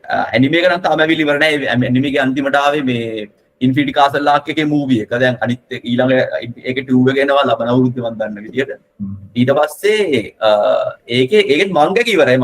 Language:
Sinhala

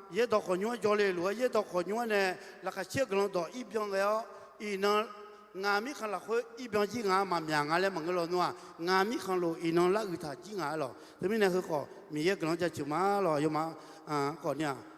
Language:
Akha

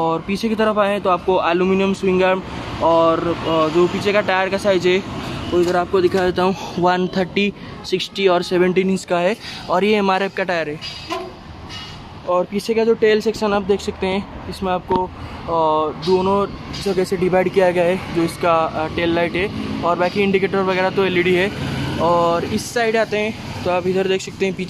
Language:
Hindi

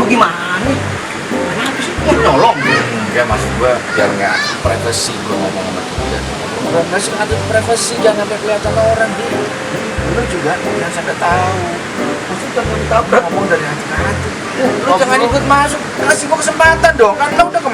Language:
Betawi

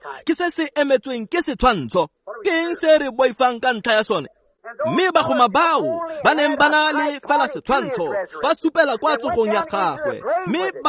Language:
Tswana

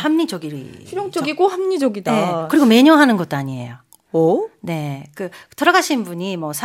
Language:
Korean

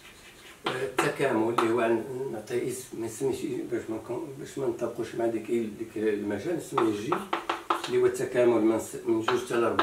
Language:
Moroccan Arabic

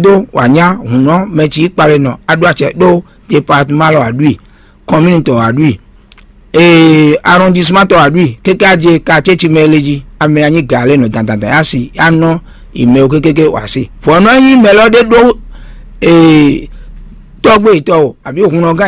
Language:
Fon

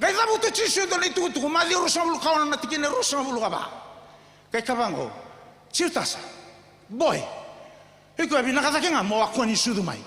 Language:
Fijian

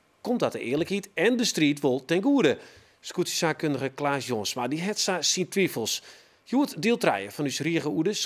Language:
Western Frisian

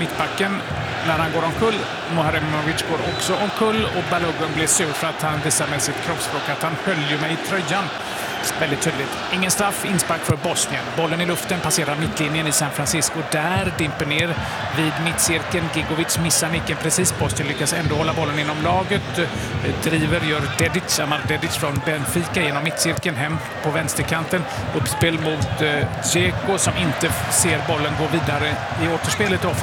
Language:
Swedish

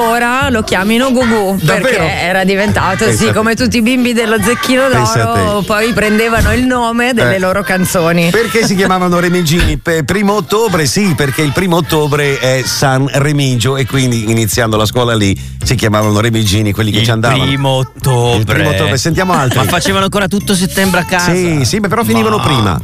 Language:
Italian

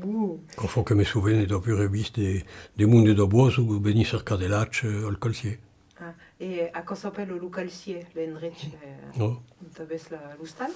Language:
Occitan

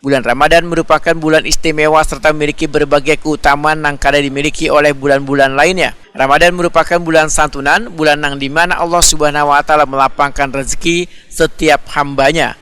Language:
Banjar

